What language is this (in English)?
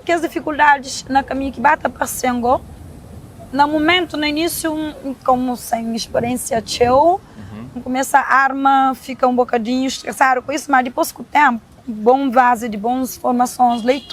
Kabuverdianu